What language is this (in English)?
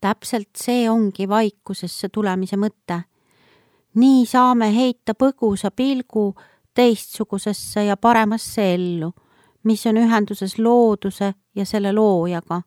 Estonian